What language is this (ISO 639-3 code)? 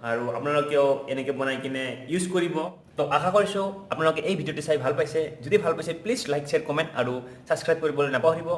asm